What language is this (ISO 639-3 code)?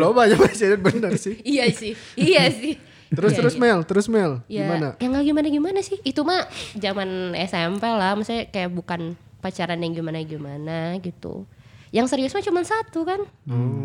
ind